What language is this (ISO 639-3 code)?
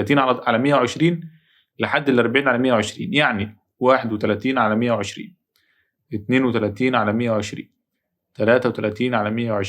arz